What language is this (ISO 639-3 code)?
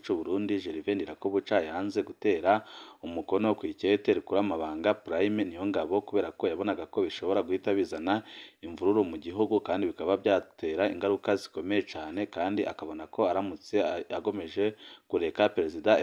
run